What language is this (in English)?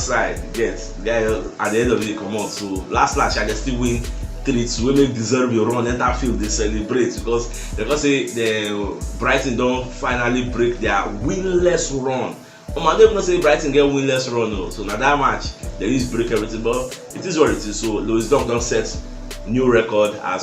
Nigerian Pidgin